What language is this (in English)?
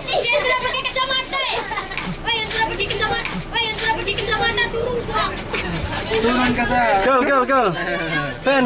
Manado Malay